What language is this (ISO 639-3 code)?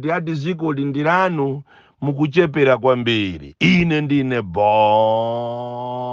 nya